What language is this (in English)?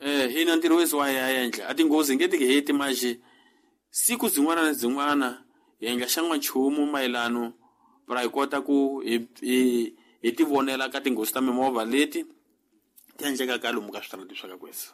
Tsonga